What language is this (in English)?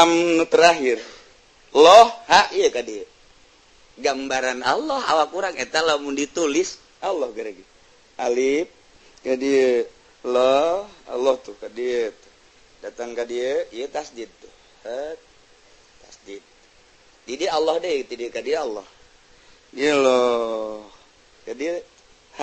Sundanese